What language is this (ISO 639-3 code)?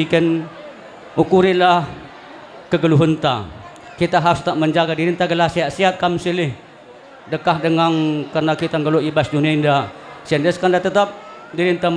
btx